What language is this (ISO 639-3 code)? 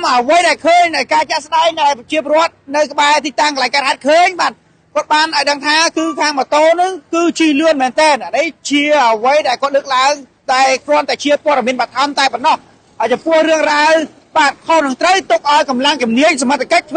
khm